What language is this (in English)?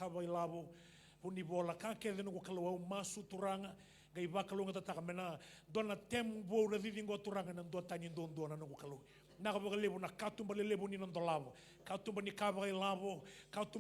Fijian